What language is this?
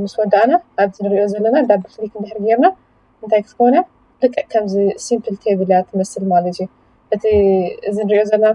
Tigrinya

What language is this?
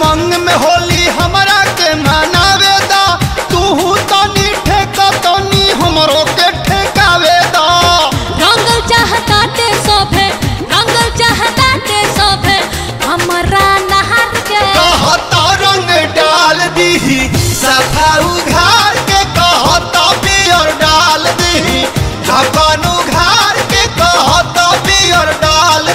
Bhojpuri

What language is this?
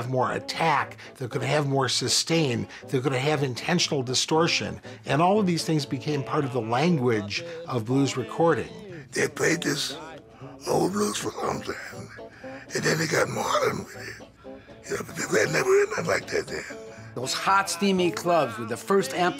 English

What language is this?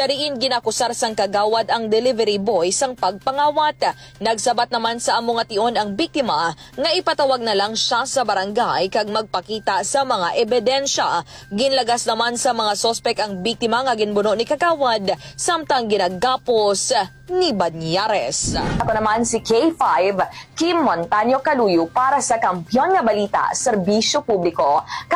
Hiligaynon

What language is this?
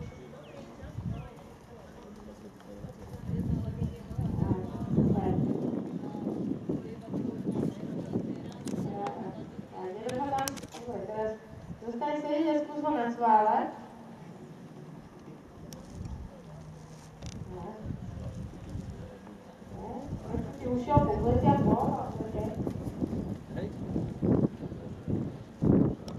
Slovak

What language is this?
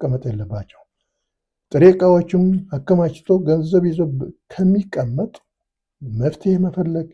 Amharic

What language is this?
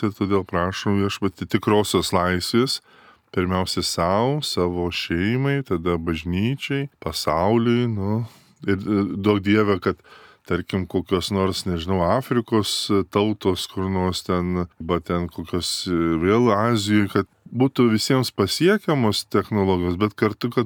Lithuanian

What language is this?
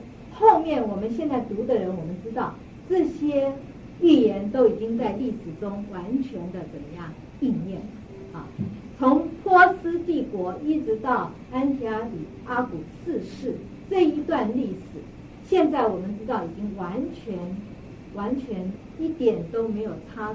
Chinese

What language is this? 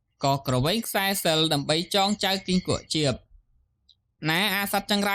Khmer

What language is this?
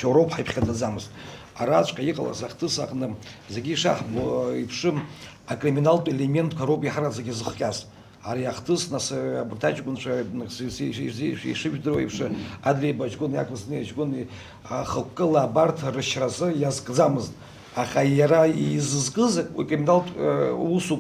Abkhazian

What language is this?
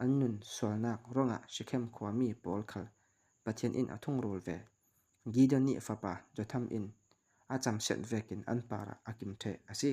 Falam Chin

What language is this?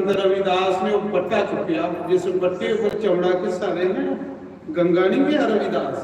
Dogri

